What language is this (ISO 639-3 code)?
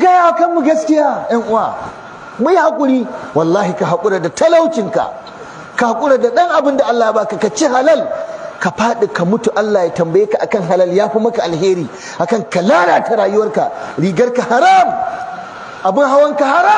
hau